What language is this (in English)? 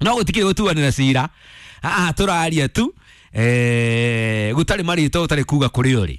Kikuyu